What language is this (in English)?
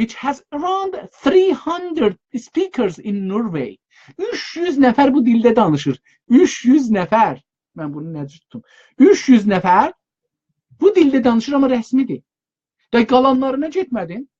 South Azerbaijani